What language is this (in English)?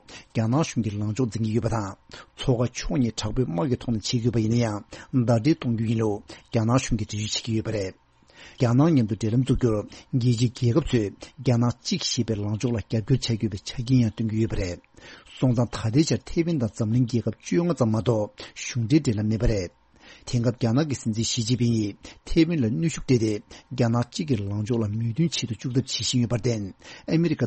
Tibetan